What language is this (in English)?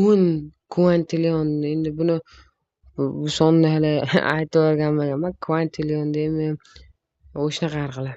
Uzbek